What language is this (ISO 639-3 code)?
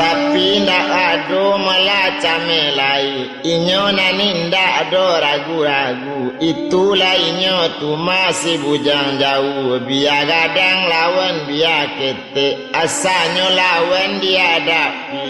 min